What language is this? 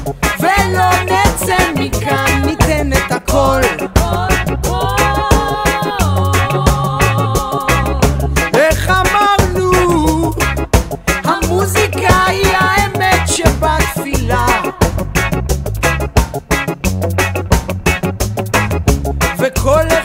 Hebrew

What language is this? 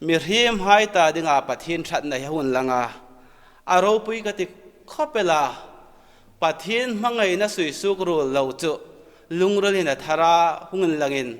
Hmar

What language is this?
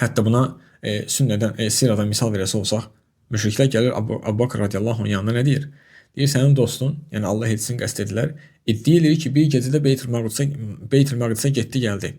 Azerbaijani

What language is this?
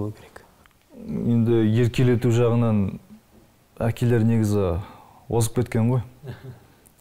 Kazakh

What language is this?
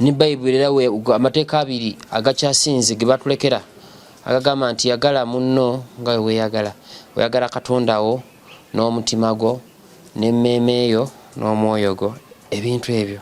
Ganda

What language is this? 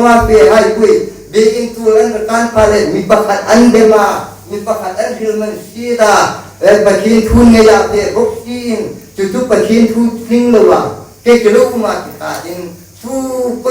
Hmar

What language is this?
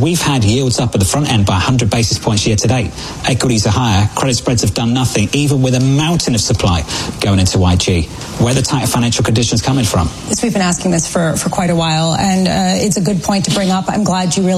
English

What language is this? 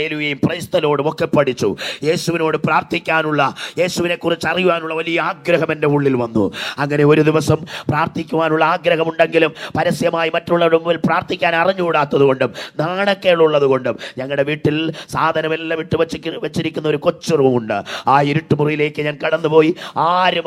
Malayalam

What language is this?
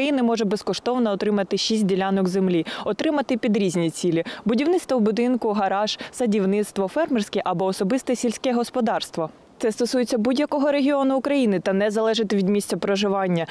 Ukrainian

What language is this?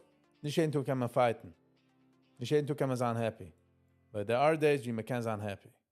Yiddish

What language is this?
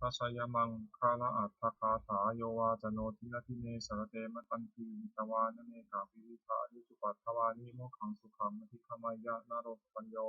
Pali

